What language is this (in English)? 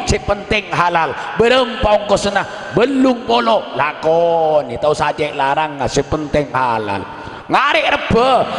Madurese